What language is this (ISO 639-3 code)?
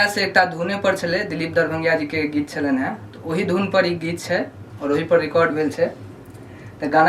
mai